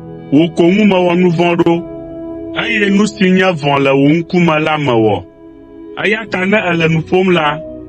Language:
Ewe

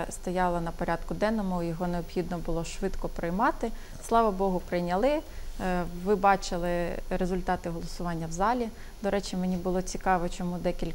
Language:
Ukrainian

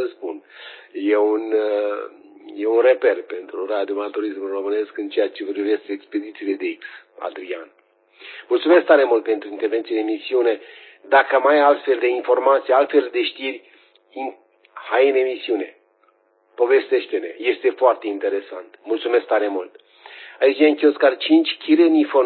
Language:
Romanian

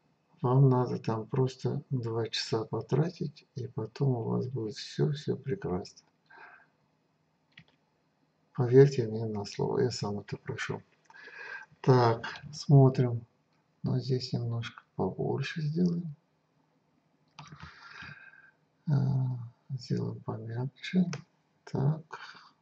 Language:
Russian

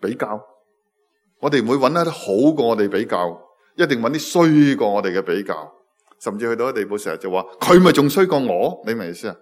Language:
Cantonese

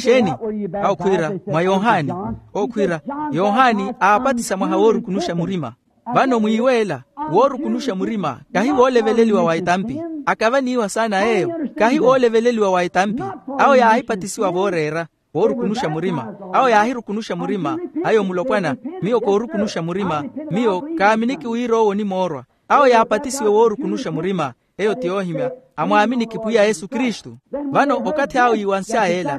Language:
Makhuwa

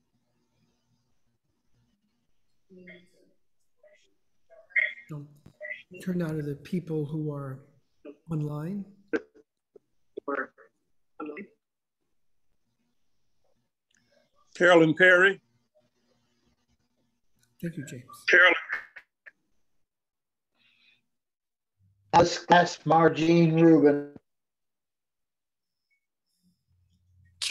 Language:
English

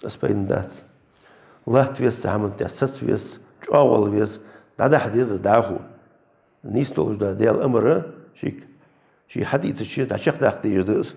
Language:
Ingush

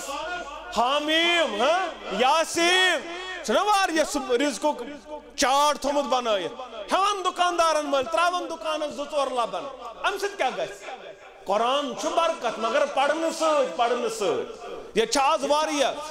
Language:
Kashmiri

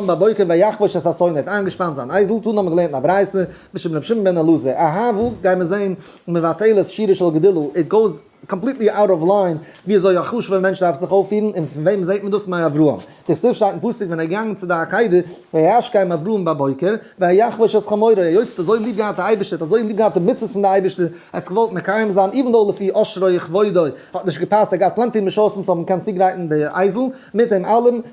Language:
Yiddish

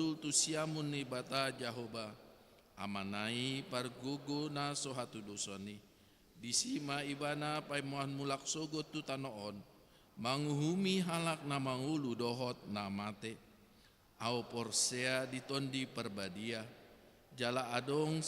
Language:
Batak Toba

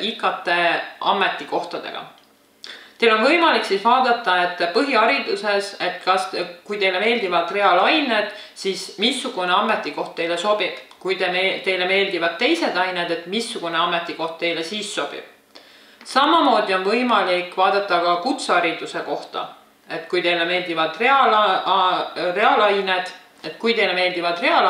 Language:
Estonian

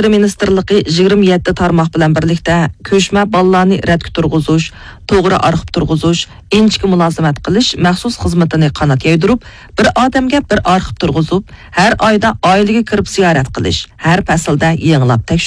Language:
Uyghur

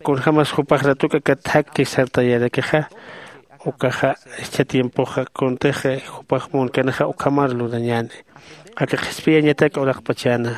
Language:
Aymara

